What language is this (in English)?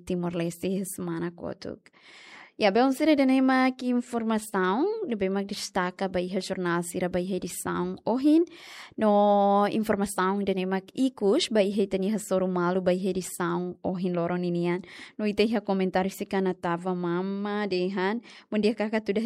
Tetum